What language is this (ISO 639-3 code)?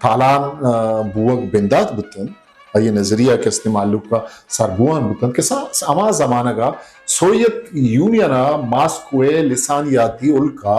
bgp